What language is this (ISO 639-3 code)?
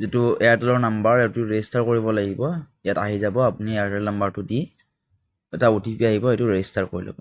asm